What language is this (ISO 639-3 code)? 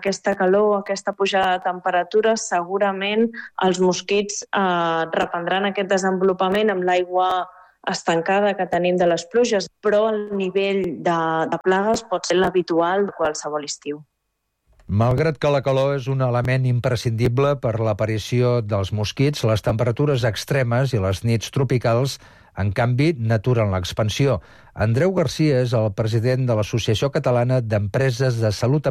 cat